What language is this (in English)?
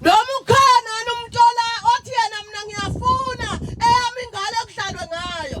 Zulu